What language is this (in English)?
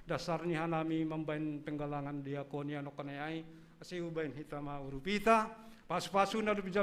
Batak Simalungun